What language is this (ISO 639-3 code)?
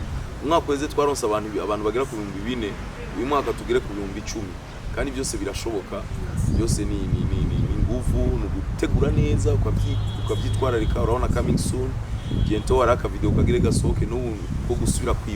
run